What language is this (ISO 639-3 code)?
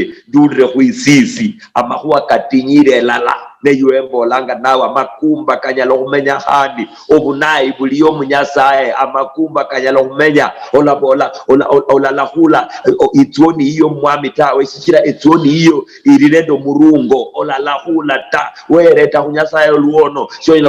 luy